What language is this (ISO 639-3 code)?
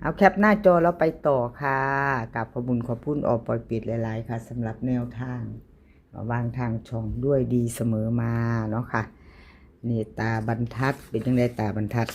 tts